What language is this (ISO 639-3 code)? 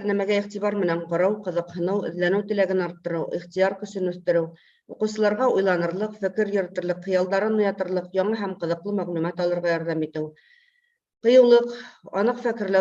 bak